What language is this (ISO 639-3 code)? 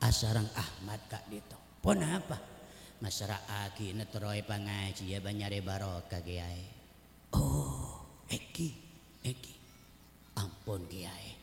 mad